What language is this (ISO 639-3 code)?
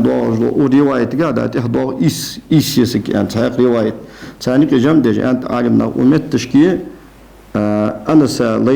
inh